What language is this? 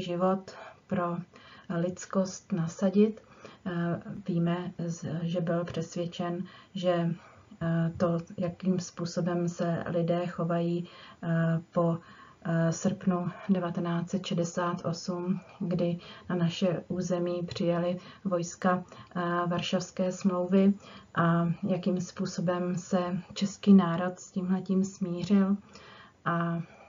Czech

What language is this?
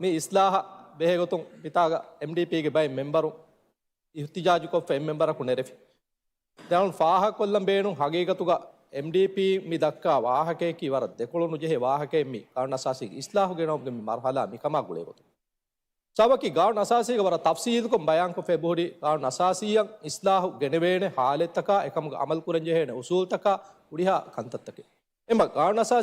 Divehi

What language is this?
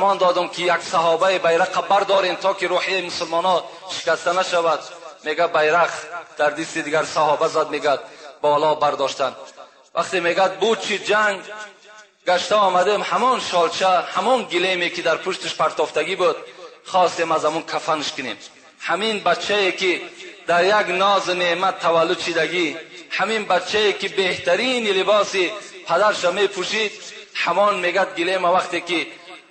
Tajik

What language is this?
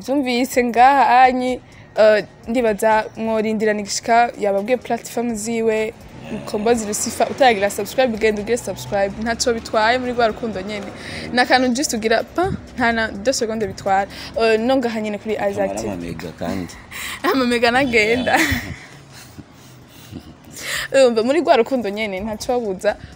Rundi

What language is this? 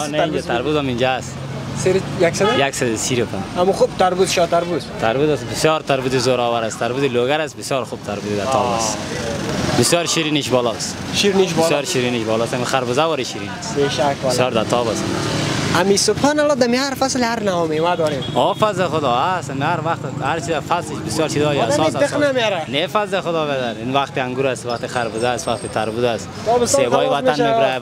Persian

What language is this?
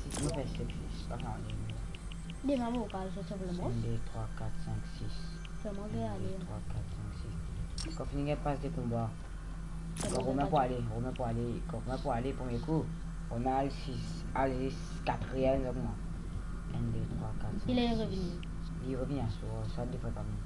Morisyen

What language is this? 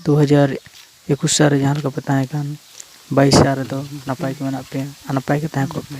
Santali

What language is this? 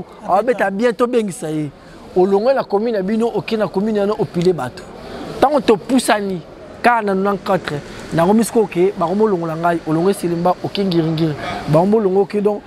Lingala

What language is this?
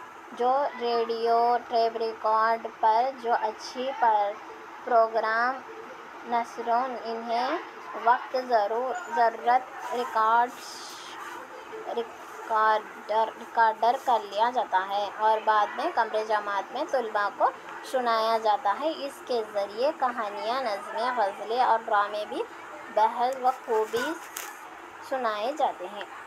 Urdu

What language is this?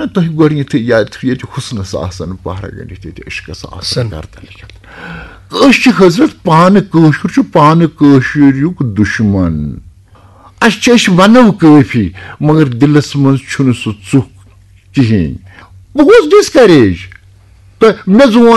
Kashmiri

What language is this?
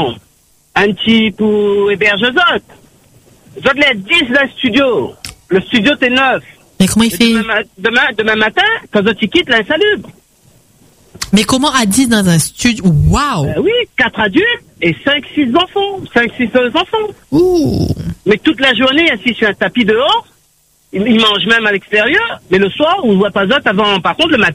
French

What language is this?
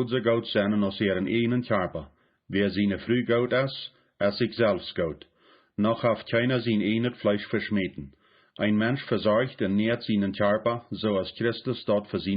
Plautdietsch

